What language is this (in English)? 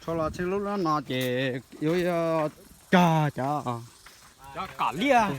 Hmong